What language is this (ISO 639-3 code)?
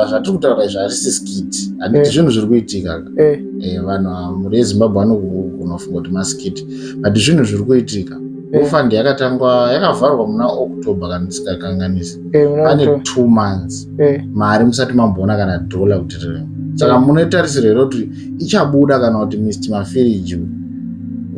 sna